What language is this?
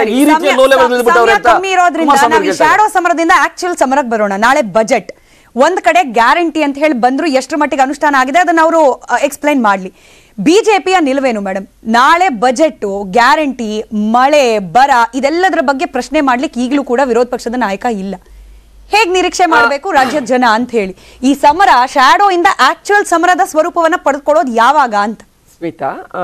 Kannada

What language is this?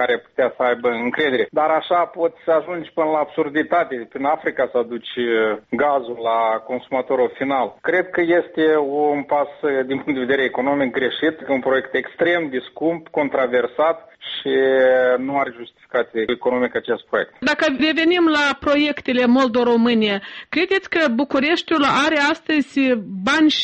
Romanian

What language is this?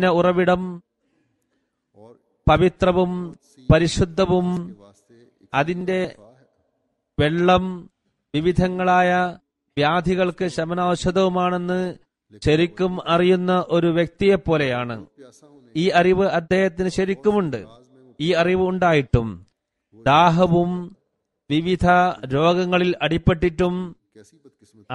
Malayalam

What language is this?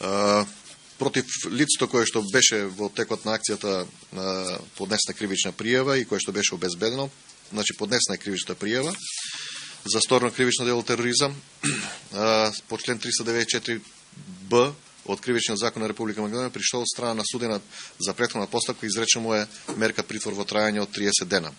Macedonian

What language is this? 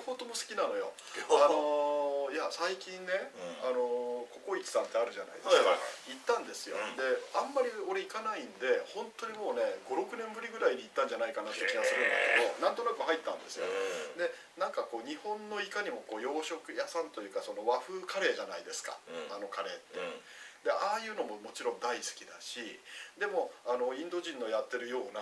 Japanese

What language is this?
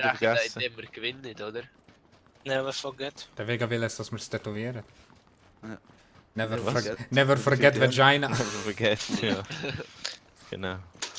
Swiss German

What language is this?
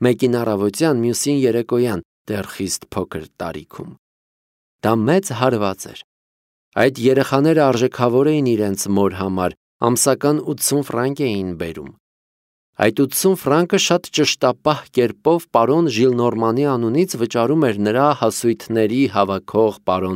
Armenian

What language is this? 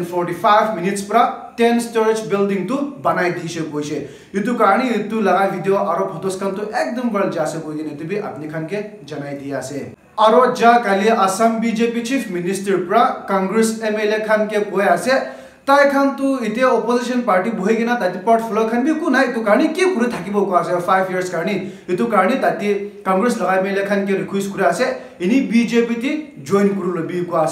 Naga Pidgin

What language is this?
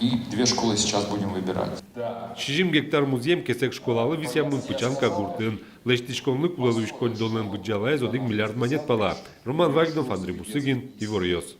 Udmurt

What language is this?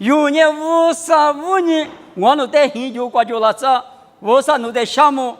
Lisu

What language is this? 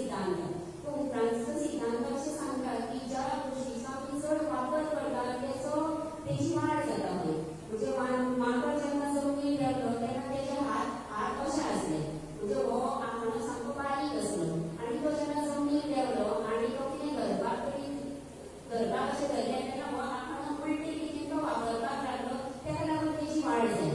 Konkani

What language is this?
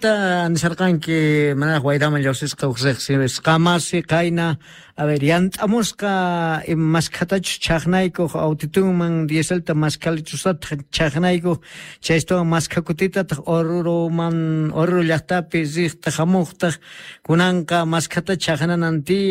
Quechua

